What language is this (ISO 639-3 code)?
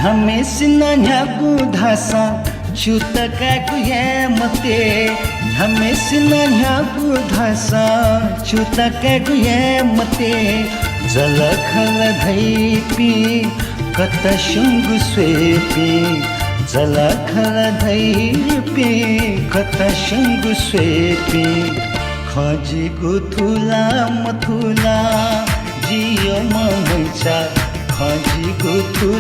new